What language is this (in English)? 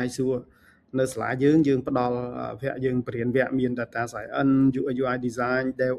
Khmer